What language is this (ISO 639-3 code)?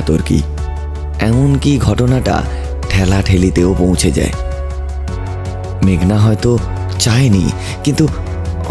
ben